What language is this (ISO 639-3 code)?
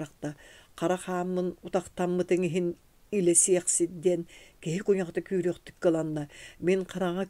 sah